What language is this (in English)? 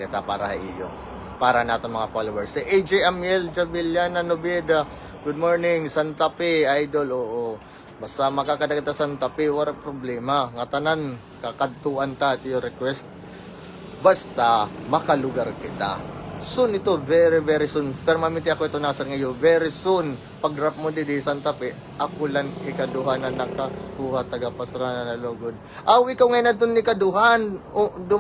Waray